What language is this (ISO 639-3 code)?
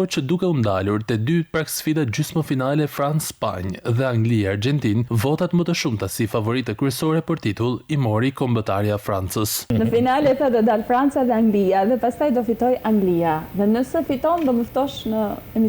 sqi